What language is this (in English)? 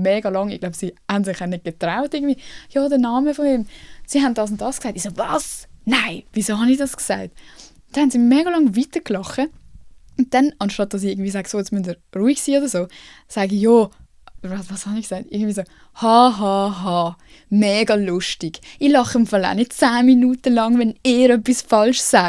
Swiss German